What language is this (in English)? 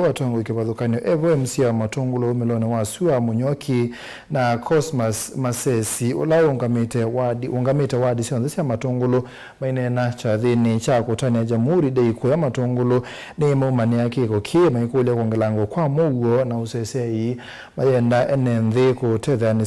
Kamba